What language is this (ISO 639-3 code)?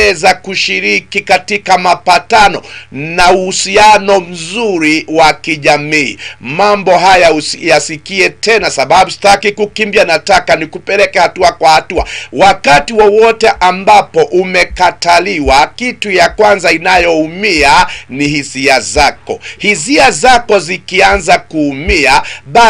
swa